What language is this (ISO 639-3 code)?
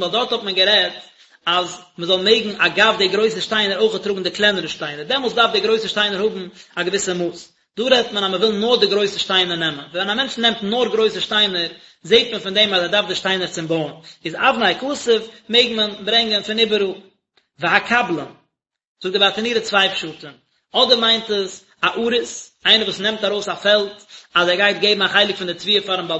yid